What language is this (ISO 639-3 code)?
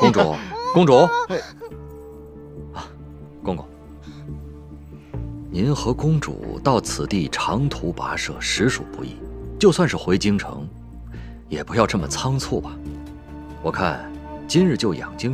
zho